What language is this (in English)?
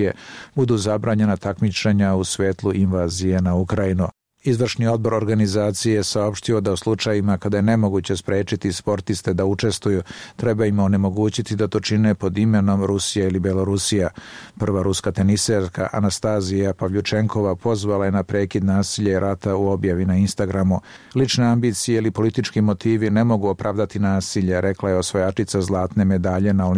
Serbian